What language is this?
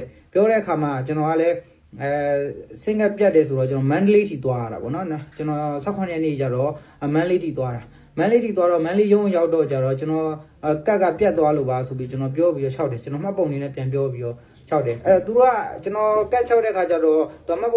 Burmese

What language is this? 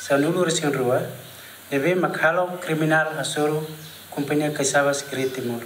Tetum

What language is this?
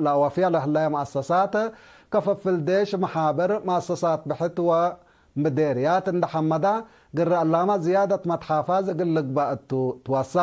Tigre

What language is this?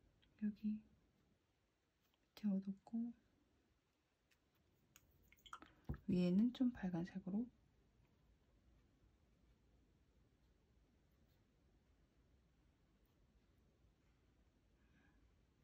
Korean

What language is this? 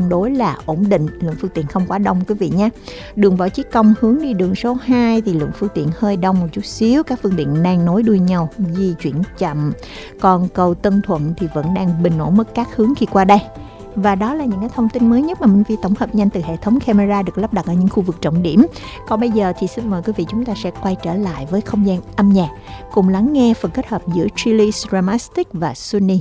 Vietnamese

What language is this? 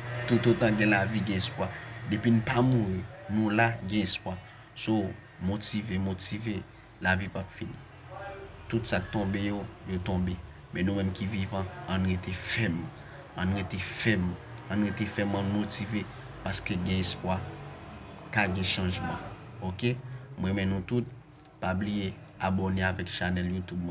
Haitian Creole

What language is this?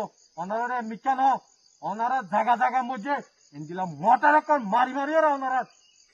Rohingya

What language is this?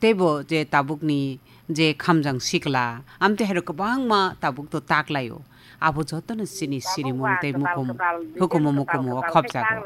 Kok Borok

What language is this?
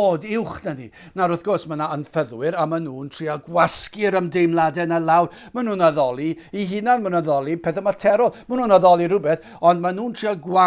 Welsh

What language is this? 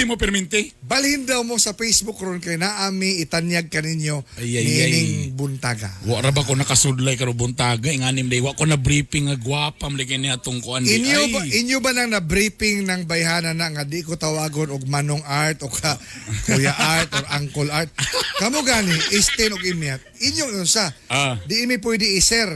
Cebuano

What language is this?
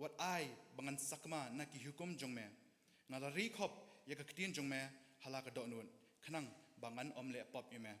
Khasi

